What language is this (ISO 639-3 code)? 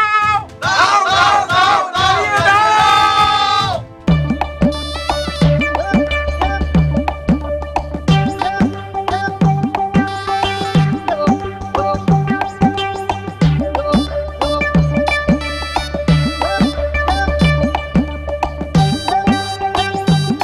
ben